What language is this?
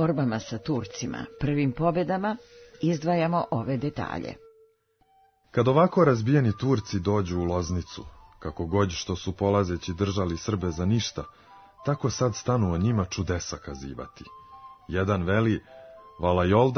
Serbian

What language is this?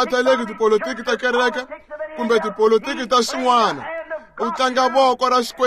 Tsonga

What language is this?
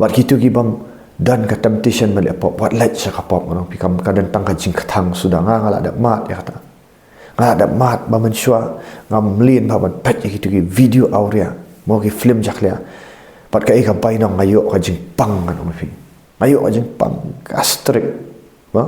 Khasi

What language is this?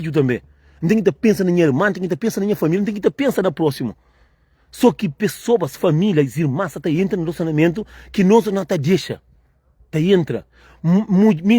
Kabuverdianu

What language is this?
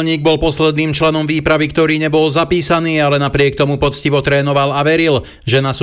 Slovak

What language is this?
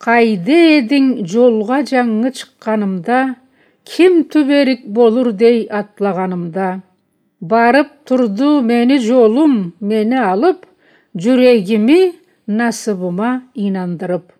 Karachay-Balkar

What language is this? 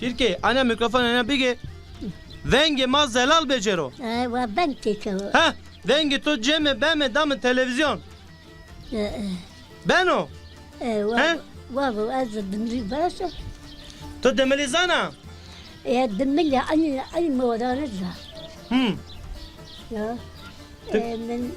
Zaza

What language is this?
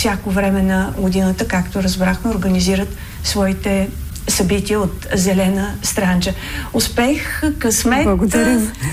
Bulgarian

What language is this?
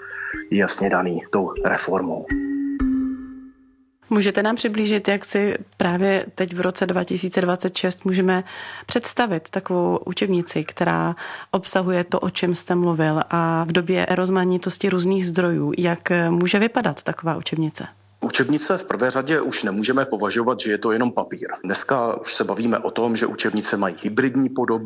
Czech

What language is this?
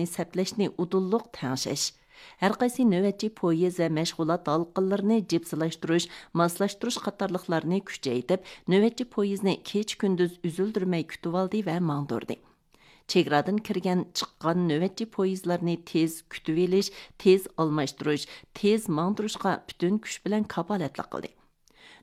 Uyghur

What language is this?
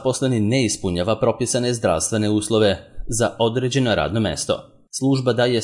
Serbian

